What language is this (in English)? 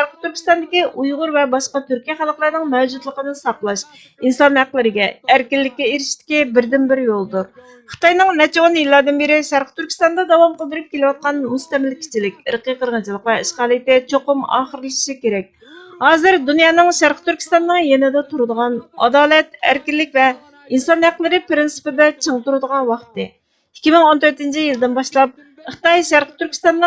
Uyghur